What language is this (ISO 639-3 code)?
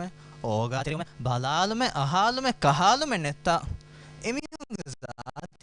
div